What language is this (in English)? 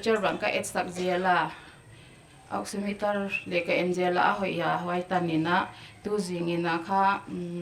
Paite Chin